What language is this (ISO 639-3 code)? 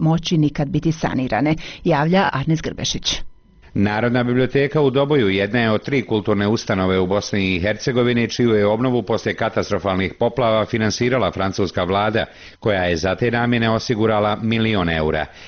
bos